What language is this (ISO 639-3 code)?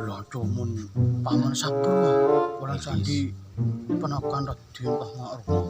mad